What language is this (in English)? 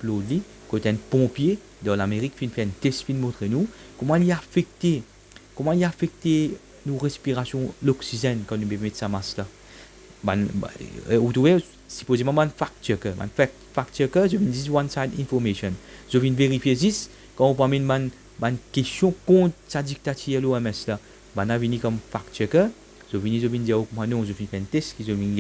Morisyen